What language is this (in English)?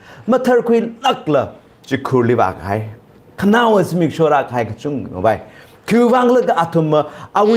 Tangkhul Naga (India)